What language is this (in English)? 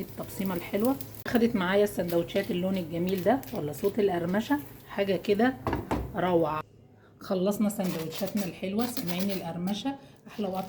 Egyptian Arabic